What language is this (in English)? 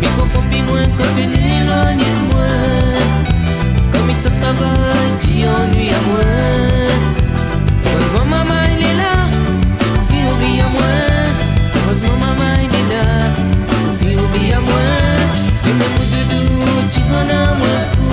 Réunion Creole French